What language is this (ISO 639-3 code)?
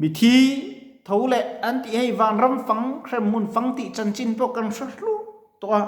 lus